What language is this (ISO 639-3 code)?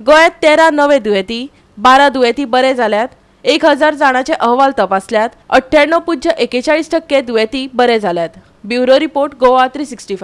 kok